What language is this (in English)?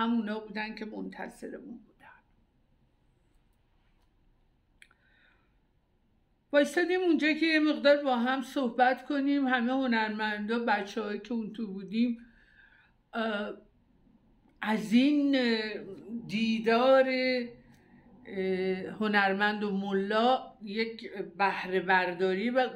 Persian